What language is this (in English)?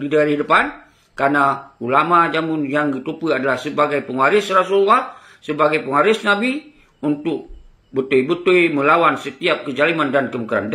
Achinese